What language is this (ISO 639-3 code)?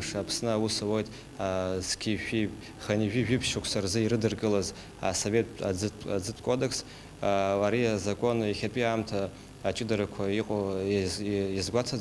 abk